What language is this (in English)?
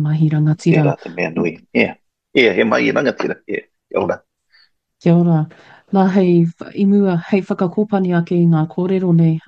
Māori